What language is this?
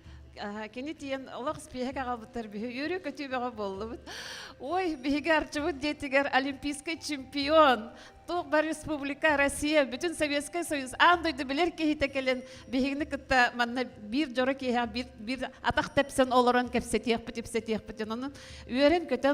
Yakut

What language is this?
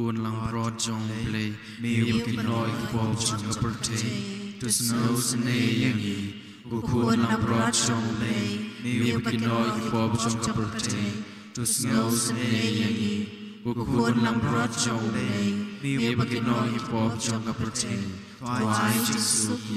Khasi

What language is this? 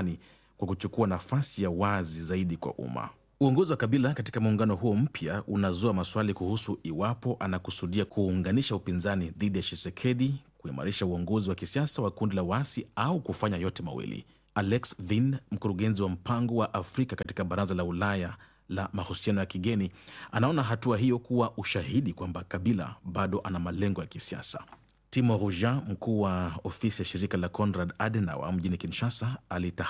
Swahili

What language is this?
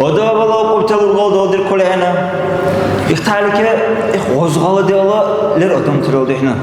Dargwa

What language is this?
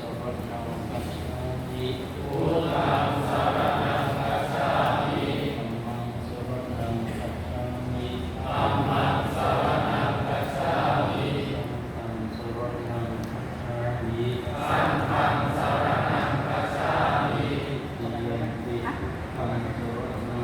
Pali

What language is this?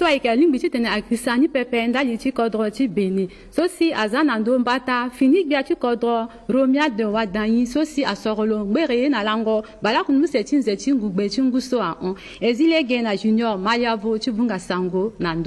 Sango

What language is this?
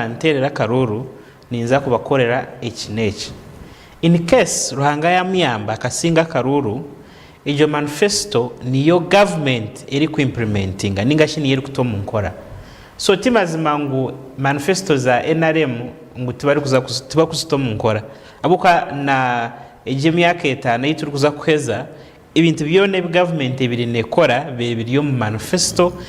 Nyankole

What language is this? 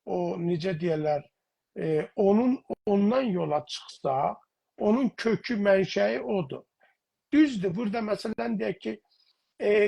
South Azerbaijani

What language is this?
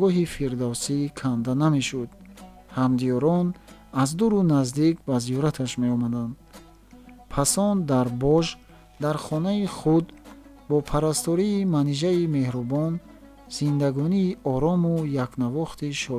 Tajik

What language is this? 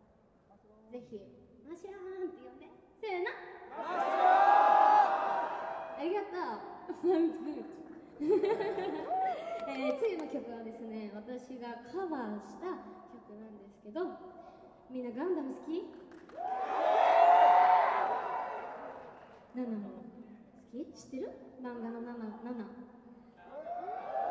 Japanese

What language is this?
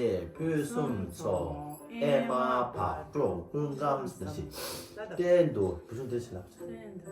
Tibetan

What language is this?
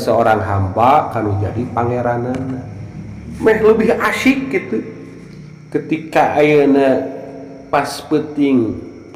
Sundanese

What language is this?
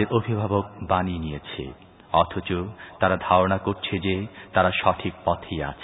Bangla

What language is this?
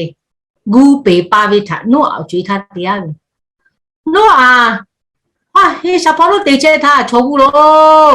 Lahu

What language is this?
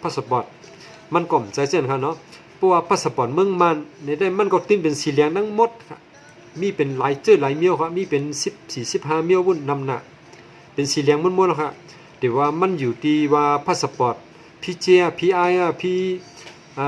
Shan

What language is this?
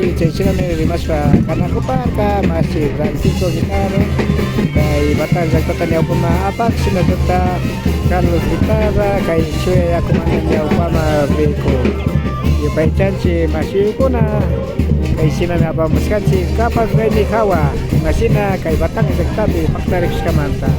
Imbabura Highland Quichua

